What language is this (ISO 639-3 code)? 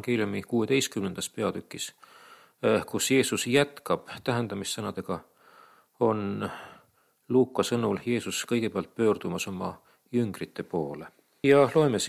est